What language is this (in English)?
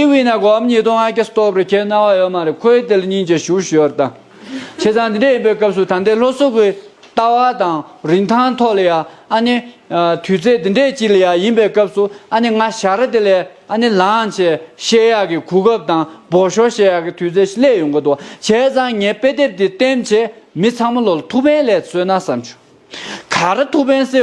Tibetan